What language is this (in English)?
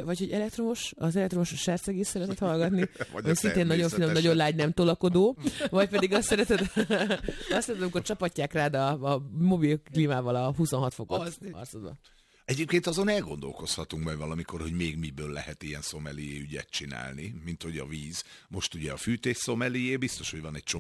Hungarian